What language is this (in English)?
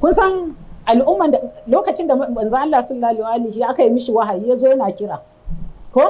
Hausa